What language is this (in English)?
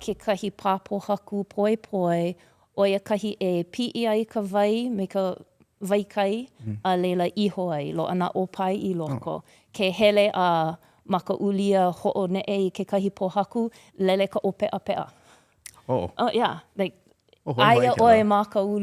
Hawaiian